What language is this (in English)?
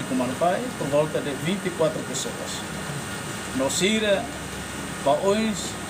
Tetum